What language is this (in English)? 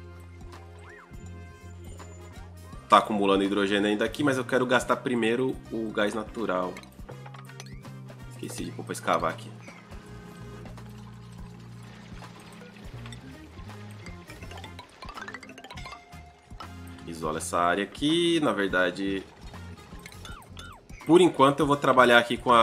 Portuguese